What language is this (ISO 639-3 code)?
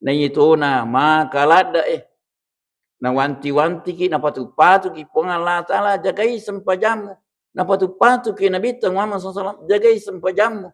bug